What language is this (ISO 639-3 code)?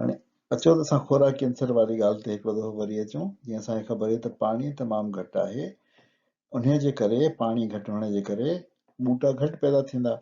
snd